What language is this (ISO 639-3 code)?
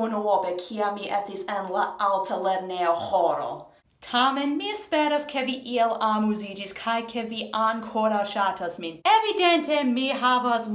epo